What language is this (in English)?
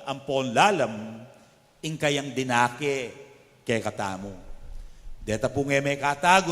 Pampanga